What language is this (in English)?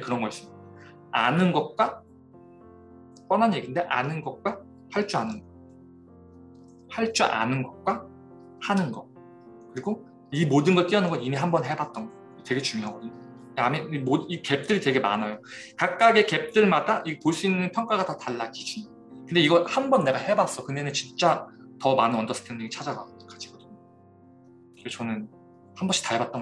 Korean